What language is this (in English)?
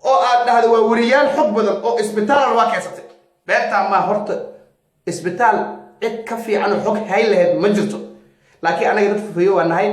Somali